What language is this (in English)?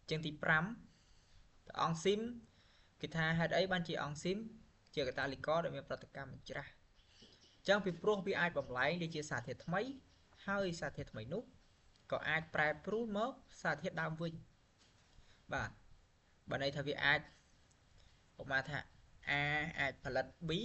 Khmer